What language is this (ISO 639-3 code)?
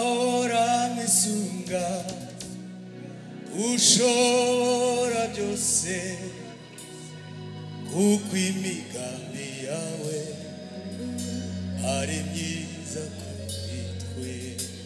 kin